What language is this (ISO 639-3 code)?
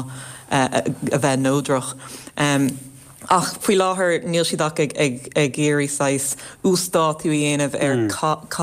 gle